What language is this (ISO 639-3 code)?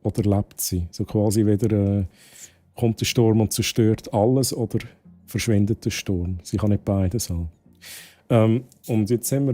gsw